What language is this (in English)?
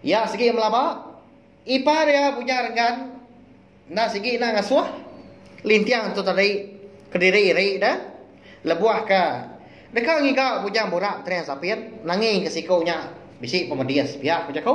Iban